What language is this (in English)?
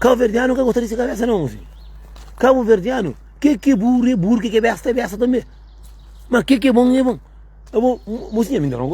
Kabuverdianu